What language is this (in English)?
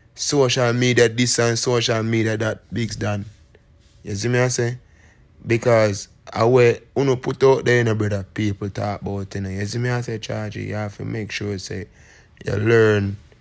Jamaican Creole English